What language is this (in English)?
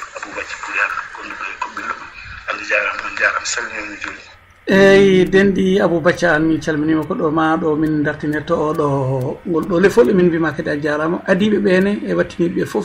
Fula